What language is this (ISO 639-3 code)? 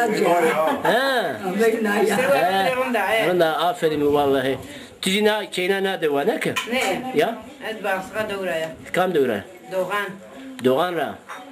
zza